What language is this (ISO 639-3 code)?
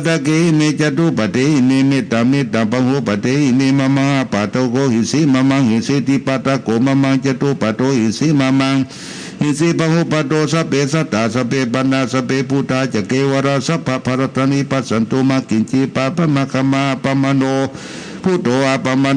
pli